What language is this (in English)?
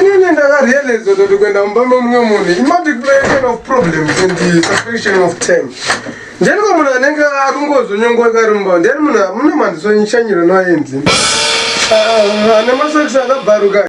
Shona